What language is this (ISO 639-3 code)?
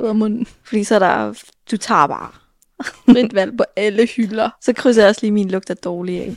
dan